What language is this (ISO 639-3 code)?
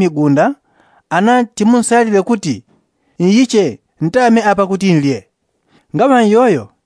yao